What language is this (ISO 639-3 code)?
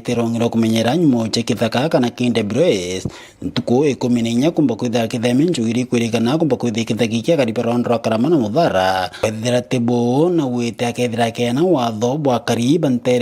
mer